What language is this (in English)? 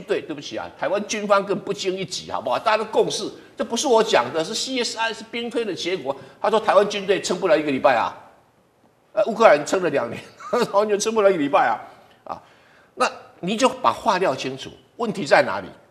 Chinese